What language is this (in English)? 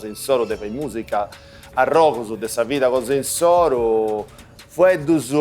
Sardinian